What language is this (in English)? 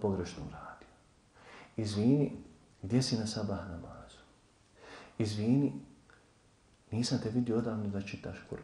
Bosnian